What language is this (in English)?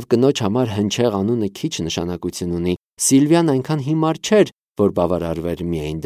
Armenian